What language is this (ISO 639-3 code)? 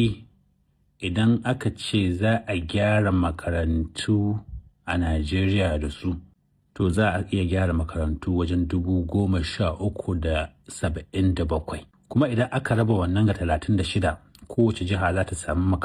hau